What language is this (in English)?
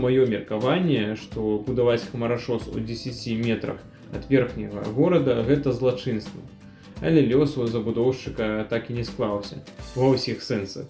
Belarusian